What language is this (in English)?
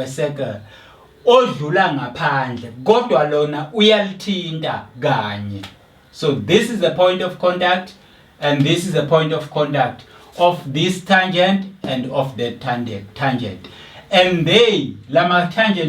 Zulu